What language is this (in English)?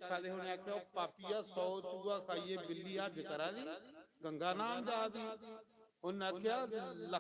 Dogri